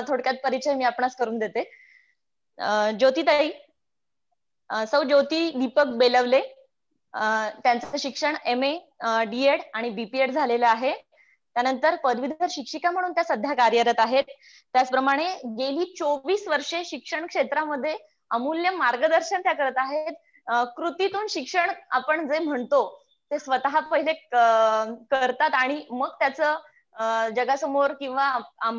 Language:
Marathi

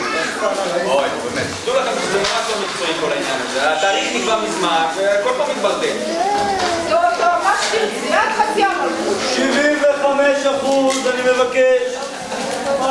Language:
Hebrew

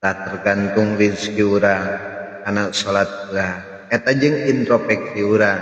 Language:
Sundanese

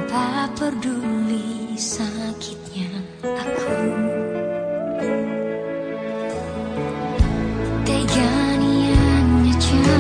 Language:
Indonesian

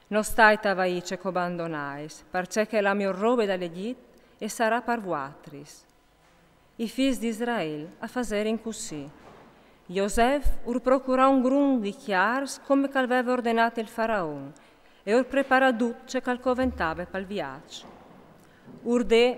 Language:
Friulian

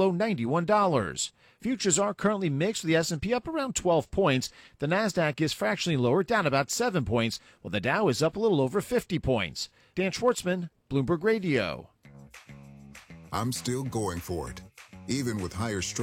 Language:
English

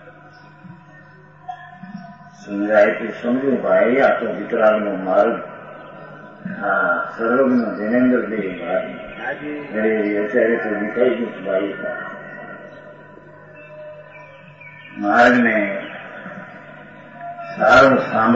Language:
Gujarati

